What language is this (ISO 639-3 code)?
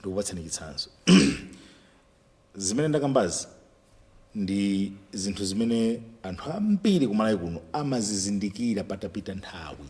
nya